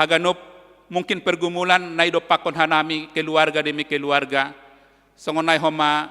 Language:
Batak Simalungun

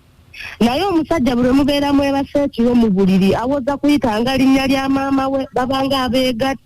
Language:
Ganda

